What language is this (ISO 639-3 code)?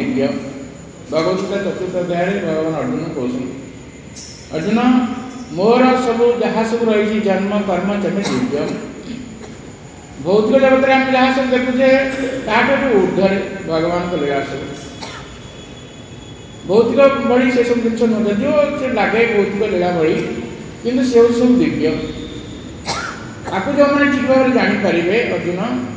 ori